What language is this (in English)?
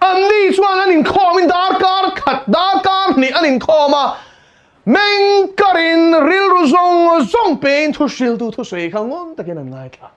Mizo